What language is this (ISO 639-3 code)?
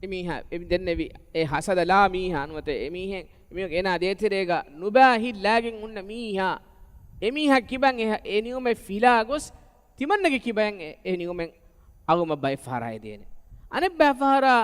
div